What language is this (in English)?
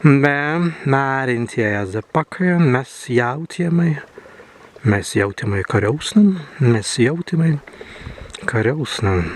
Prussian